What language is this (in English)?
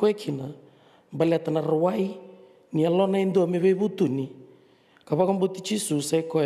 Fijian